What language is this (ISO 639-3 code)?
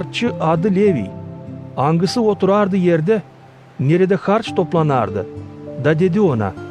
gag